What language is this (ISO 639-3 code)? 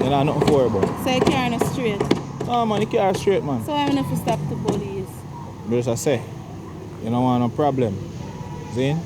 jam